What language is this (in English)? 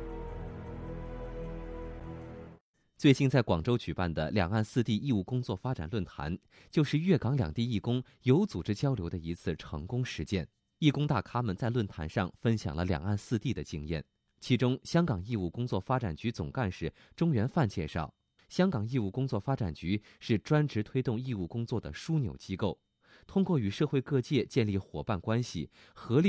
Chinese